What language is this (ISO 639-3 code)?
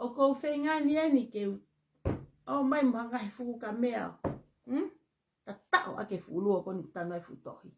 ton